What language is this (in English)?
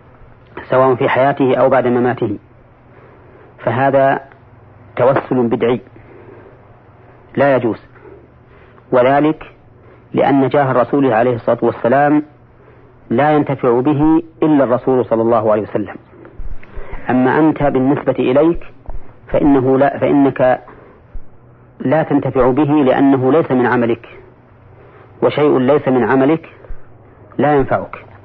Arabic